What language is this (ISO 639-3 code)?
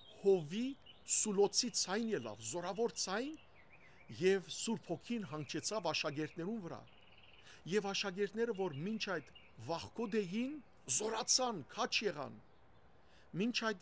hyw